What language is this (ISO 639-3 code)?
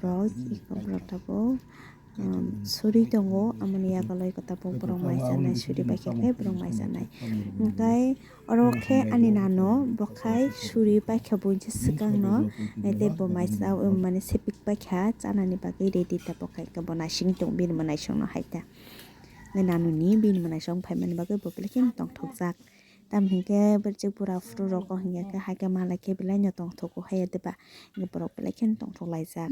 trp